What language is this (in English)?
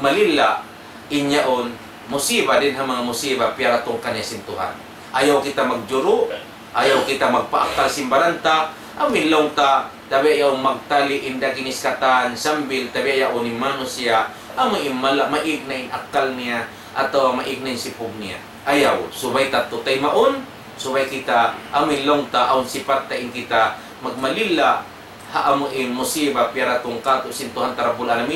Tausug